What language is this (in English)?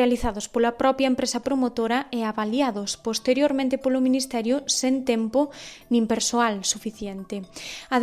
Galician